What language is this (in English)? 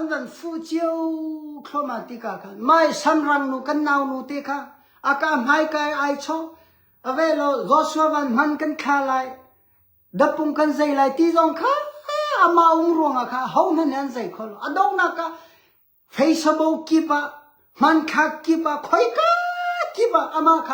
Hakha Chin